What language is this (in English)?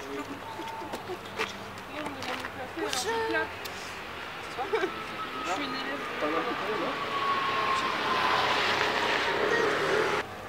French